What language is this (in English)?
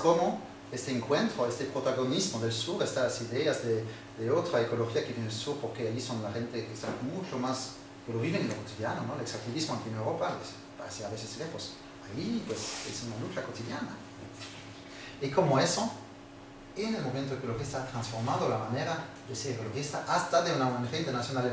Spanish